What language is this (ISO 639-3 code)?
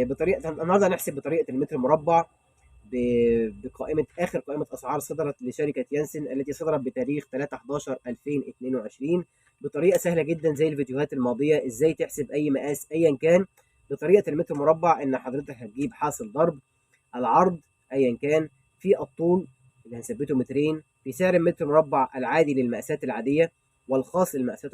arz